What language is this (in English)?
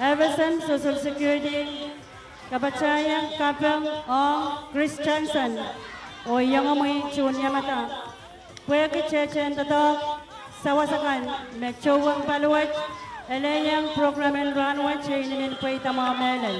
Pohnpeian